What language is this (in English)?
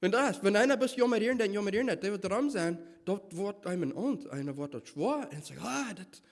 Plautdietsch